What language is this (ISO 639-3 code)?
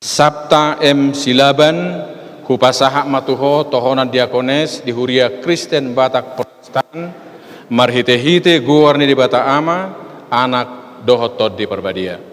bbc